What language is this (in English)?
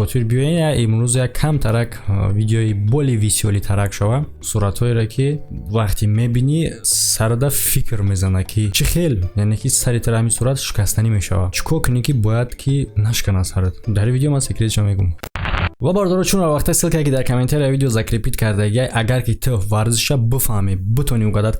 Tajik